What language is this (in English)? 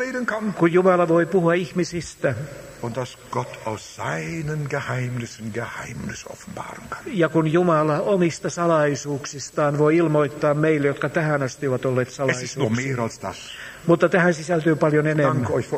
Finnish